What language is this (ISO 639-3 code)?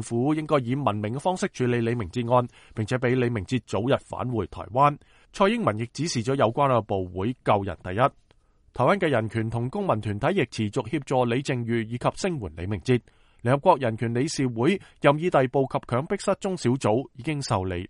yue